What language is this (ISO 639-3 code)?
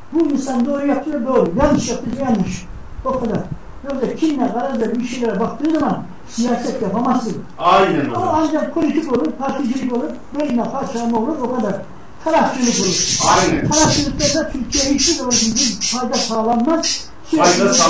tur